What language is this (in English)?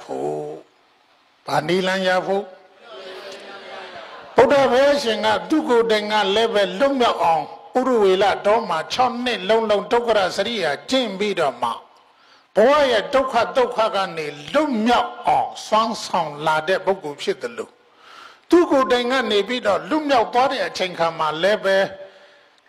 Burmese